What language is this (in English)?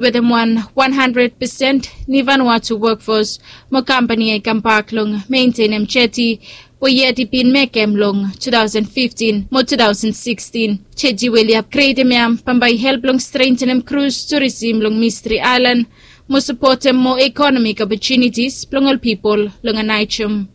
Bislama